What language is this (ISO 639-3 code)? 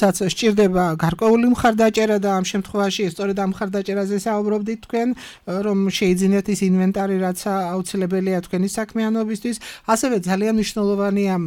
kat